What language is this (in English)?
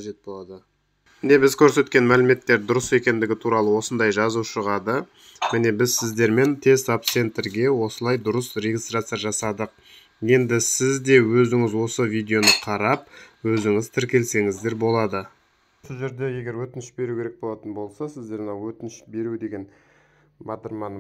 Kazakh